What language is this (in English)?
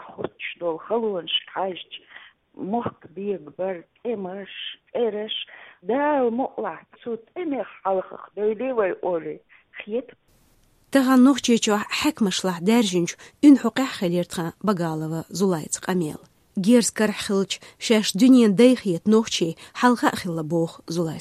Chechen